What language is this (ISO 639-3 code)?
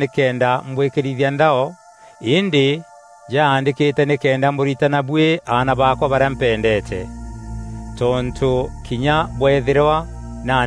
mer